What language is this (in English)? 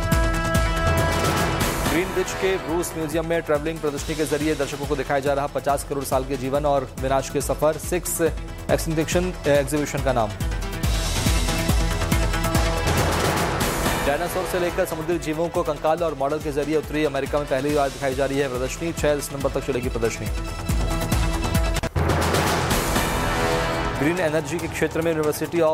Hindi